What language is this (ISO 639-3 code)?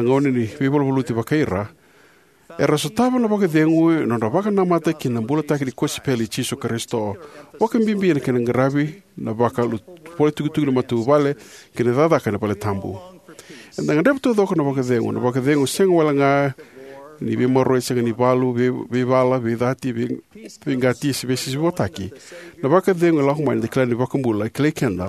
fij